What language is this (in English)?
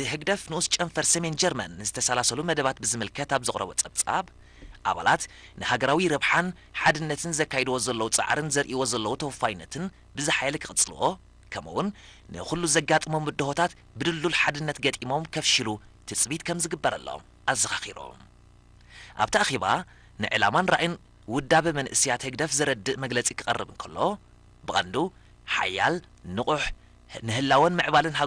Tigrinya